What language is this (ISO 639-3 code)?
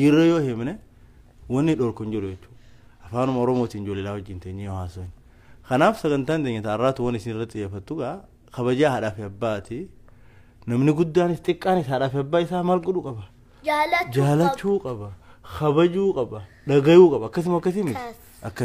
orm